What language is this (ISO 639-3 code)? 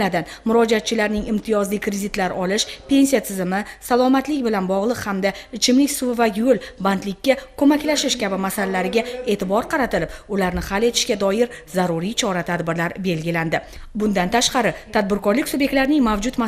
uzb